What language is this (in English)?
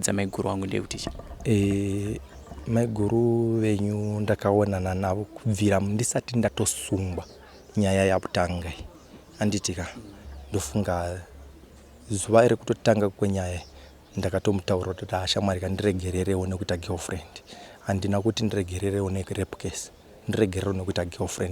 Shona